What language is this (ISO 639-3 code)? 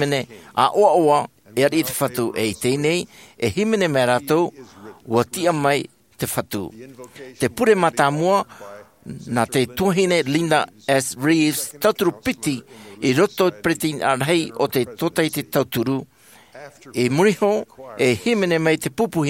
tah